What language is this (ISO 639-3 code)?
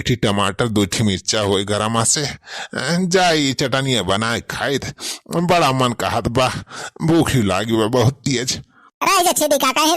awa